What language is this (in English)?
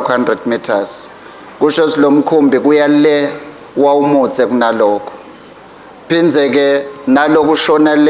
Swati